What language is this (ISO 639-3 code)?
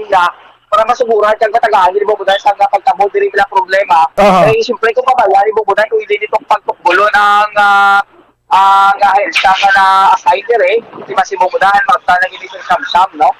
hil